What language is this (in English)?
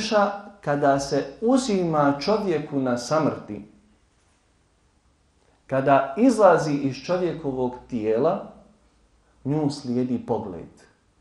Bosnian